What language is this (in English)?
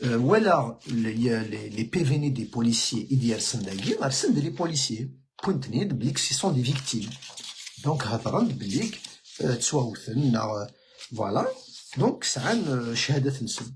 Kabyle